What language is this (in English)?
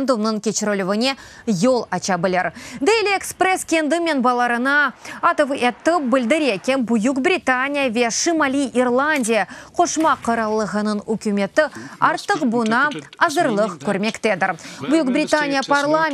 Crimean Tatar